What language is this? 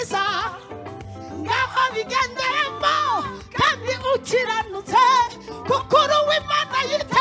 Kinyarwanda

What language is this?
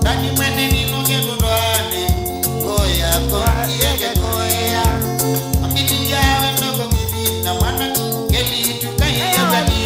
Kamba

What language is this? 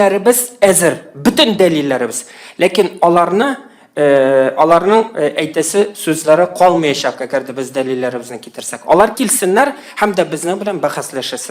Tatar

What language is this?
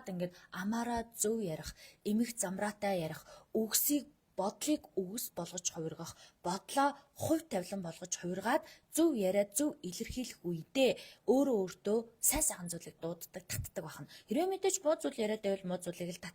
Mongolian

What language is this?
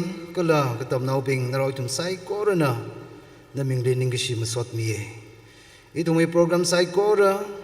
Tangkhul Naga (India)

